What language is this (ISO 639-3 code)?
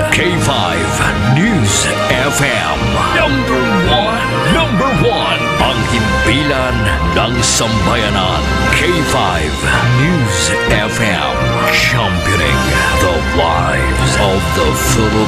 hil